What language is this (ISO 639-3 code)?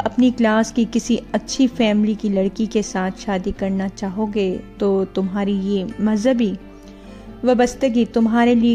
urd